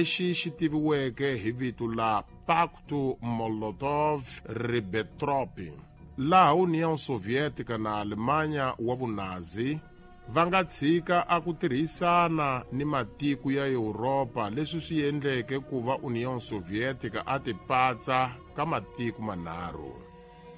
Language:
Tsonga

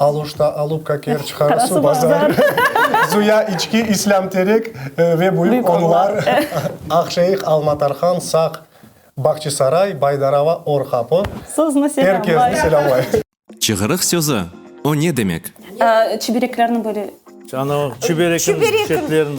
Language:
Crimean Tatar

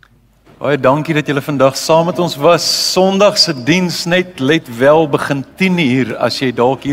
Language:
Afrikaans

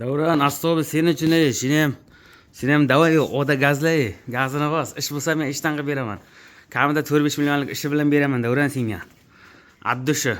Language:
Uzbek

